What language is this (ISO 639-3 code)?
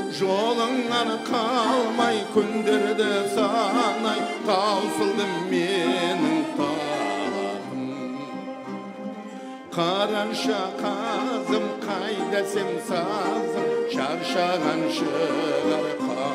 kaz